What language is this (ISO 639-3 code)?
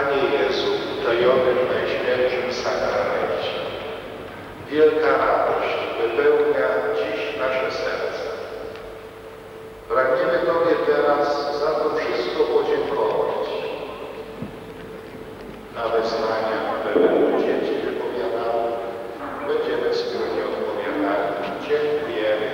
pol